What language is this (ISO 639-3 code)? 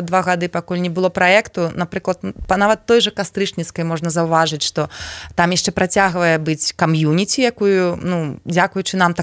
bel